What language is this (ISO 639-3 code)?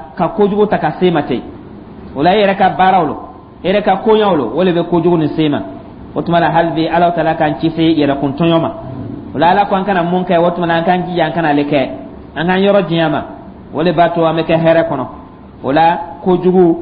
dyu